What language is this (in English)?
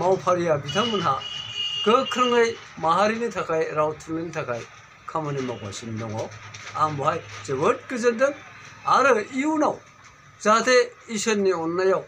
Bodo